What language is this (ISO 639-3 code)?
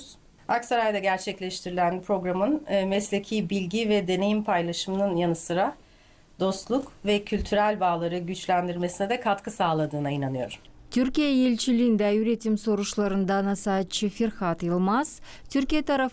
gag